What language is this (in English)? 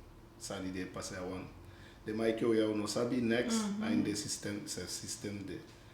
Eastern Maroon Creole